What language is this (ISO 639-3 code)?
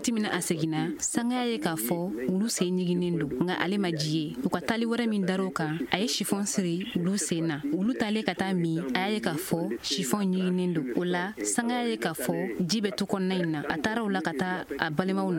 bam